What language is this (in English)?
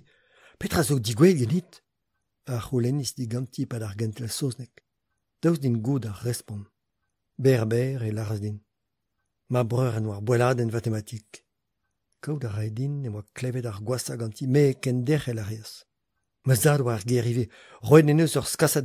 Breton